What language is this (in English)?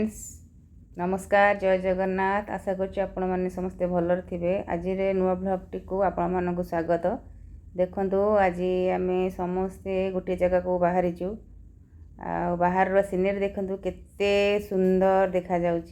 Odia